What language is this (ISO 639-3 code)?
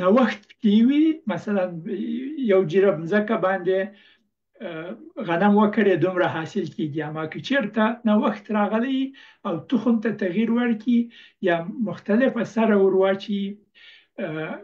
pus